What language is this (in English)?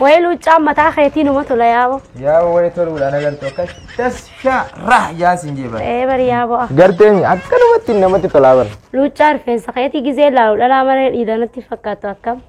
Oromo